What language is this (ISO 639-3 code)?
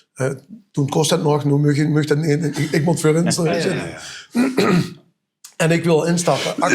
lim